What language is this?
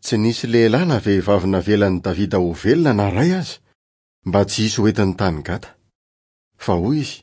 Malagasy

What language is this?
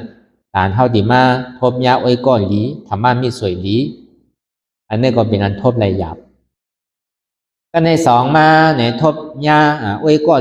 Shan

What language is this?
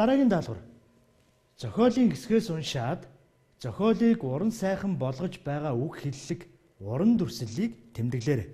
Mongolian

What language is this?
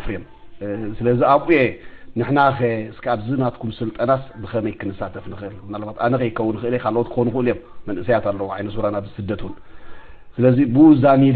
Tigrinya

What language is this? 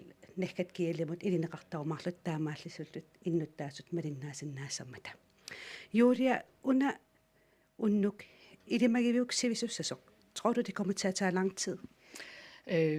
Kalaallisut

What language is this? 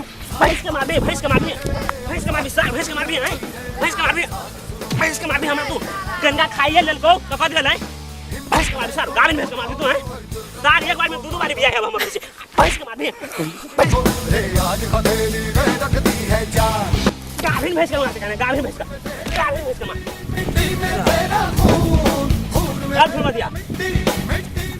Maithili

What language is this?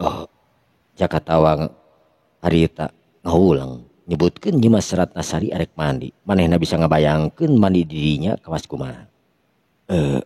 Sundanese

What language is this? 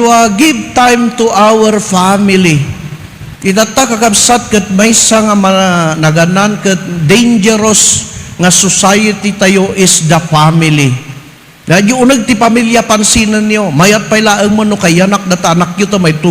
Iloko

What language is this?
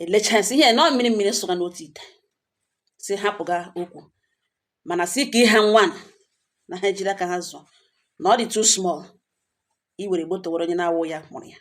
Igbo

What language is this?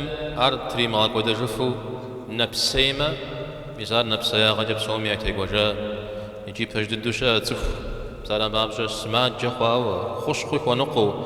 Kabardian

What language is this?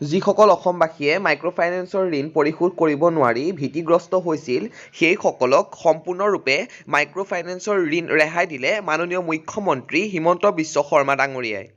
Assamese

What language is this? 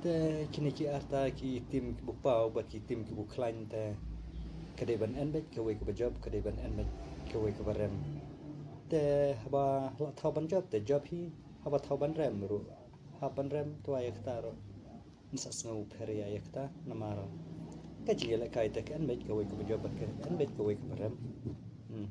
Khasi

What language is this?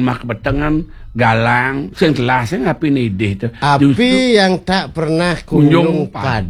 Balinese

